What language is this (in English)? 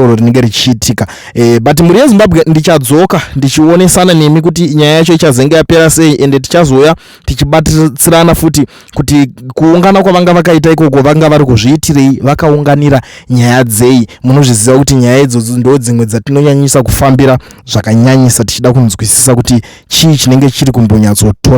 Shona